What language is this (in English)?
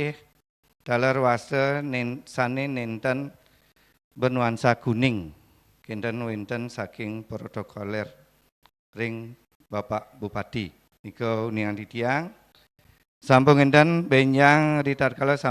Balinese